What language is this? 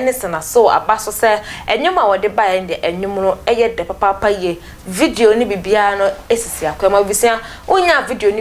Akan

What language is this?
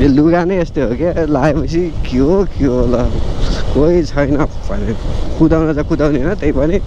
Nepali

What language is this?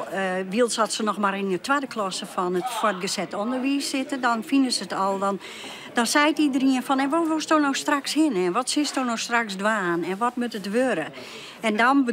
Western Frisian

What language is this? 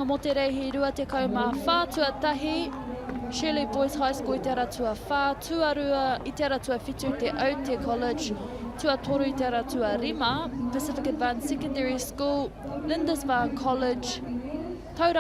Māori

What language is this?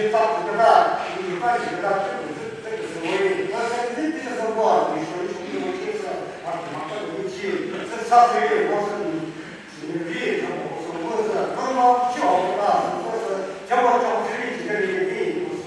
Chokri Naga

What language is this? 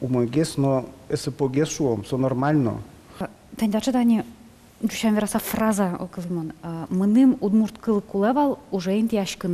Udmurt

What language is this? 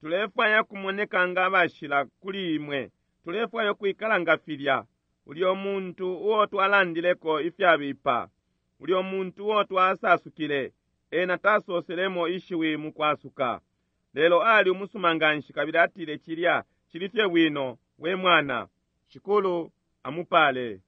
Bemba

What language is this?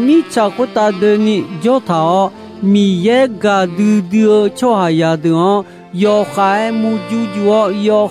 Akha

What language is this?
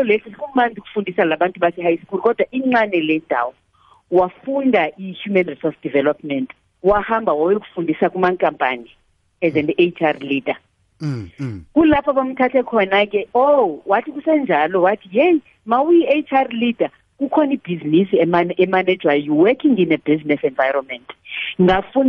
South Ndebele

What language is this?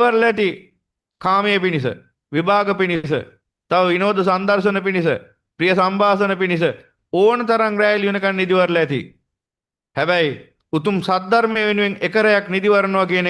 Sinhala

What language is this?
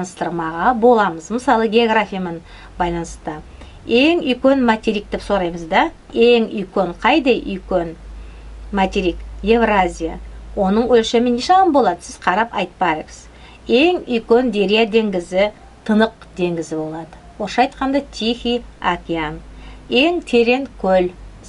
Nogai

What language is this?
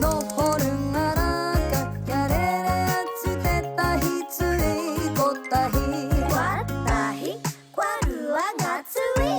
Māori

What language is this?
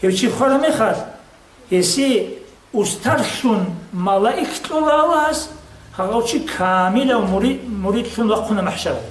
Avaric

